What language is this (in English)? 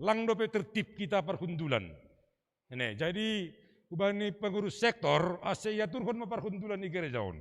Batak Simalungun